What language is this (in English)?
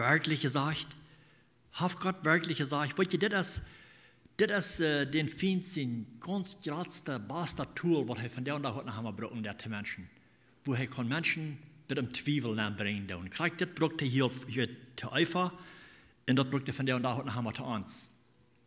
Plautdietsch